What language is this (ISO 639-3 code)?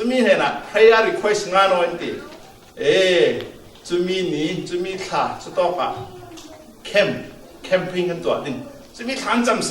cfm